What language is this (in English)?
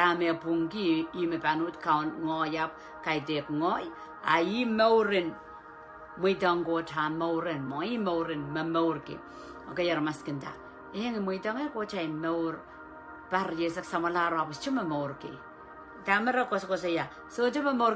Pohnpeian